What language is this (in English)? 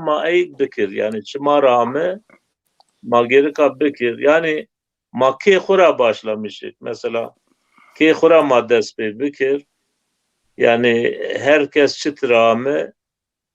Zaza